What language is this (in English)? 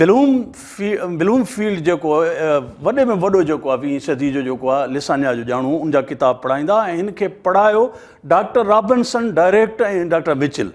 Sindhi